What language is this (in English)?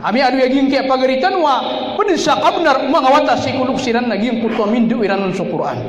Maranao